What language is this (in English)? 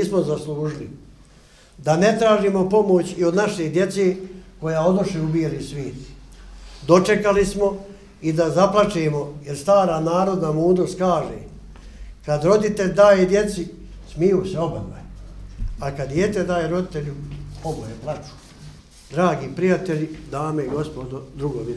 Bosnian